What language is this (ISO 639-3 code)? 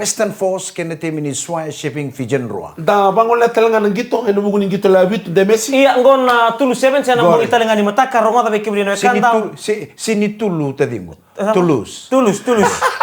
fij